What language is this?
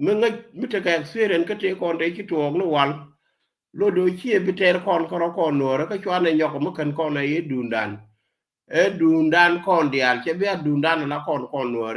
Nuer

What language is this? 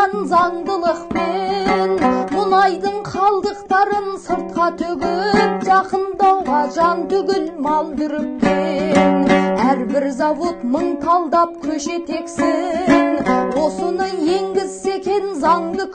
Kazakh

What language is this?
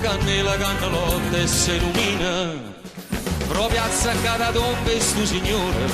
Neapolitan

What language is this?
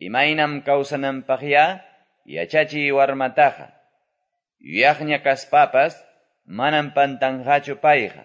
Quechua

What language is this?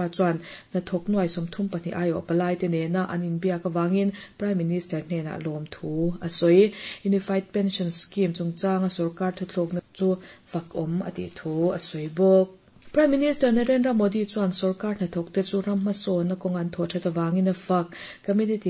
Mizo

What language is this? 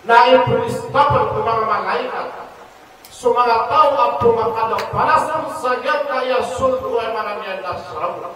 Maranao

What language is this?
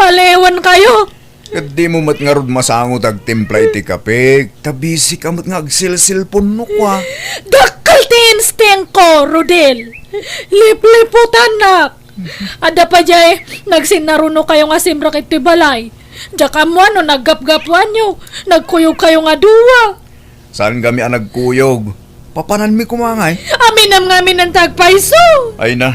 Iloko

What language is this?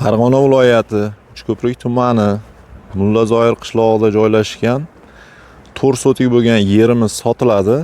Uzbek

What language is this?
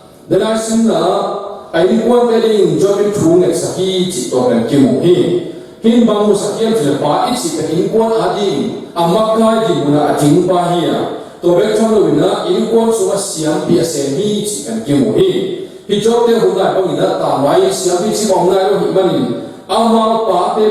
Tedim Chin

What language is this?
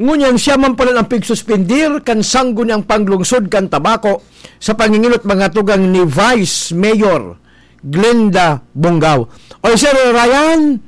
Bikol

